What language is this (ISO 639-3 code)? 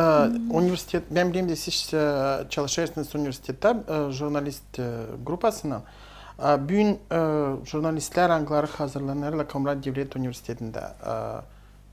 gag